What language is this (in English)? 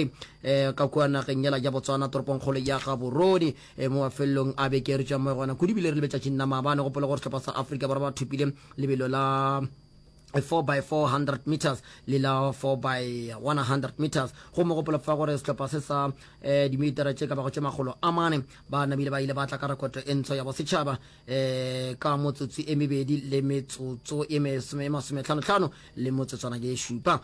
Northern Sotho